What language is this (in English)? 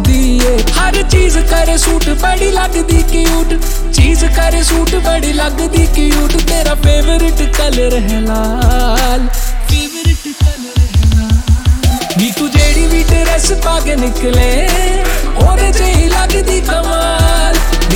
Punjabi